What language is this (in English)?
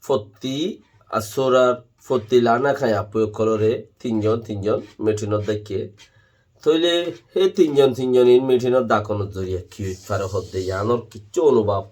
Rohingya